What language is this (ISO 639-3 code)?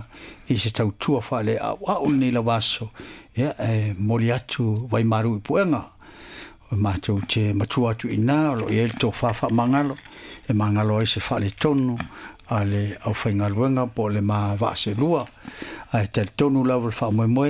smo